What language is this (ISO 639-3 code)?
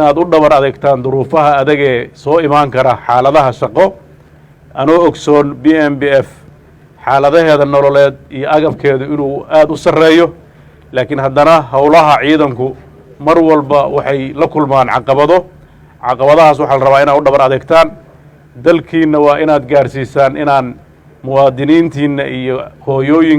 som